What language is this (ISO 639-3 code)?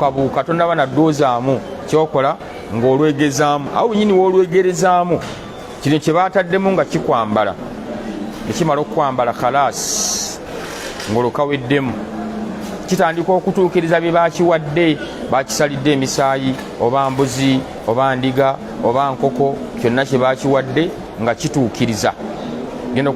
lug